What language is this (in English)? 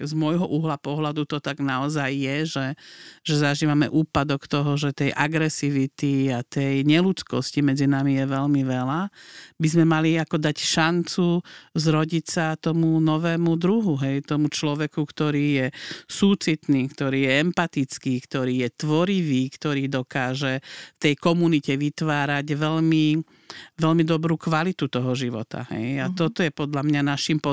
Slovak